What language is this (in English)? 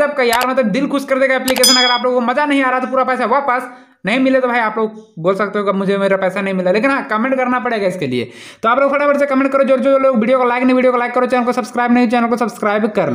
Hindi